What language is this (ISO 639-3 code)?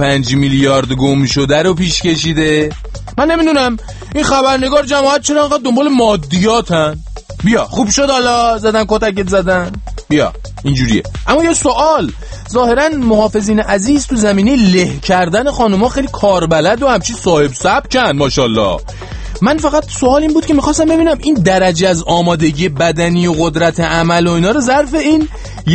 fas